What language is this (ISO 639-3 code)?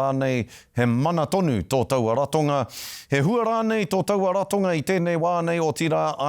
mri